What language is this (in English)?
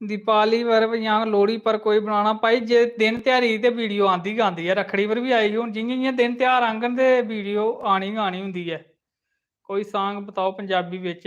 Dogri